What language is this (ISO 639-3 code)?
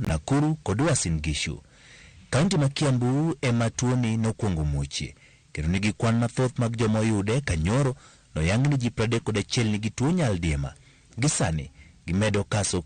luo